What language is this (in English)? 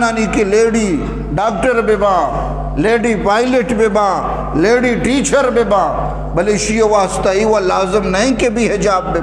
Eastern Balochi